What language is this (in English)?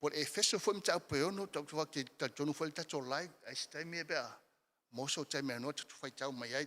Samoan